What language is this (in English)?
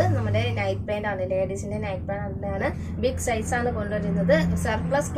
Malayalam